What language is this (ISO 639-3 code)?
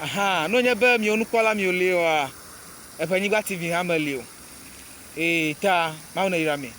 ewe